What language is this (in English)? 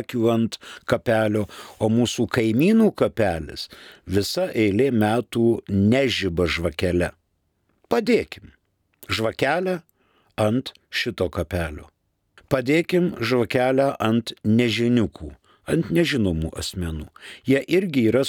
Lithuanian